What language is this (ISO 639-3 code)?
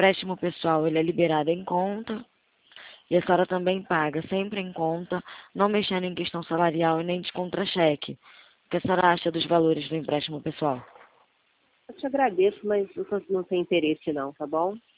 por